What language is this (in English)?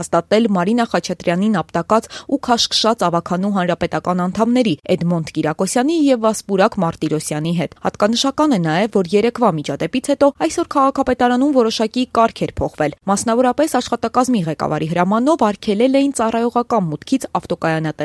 Armenian